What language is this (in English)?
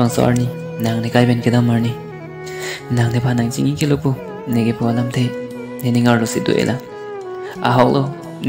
Karbi